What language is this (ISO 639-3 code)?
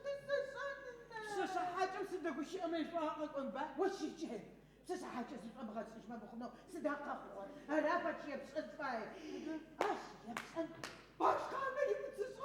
ady